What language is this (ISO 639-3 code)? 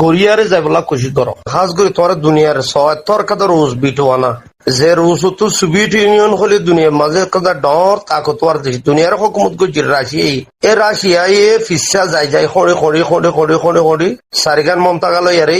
rhg